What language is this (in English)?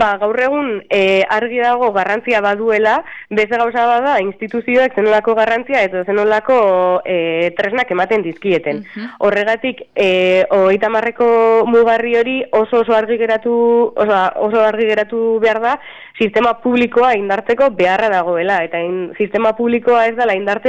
Basque